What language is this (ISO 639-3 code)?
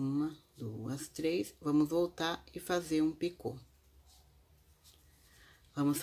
por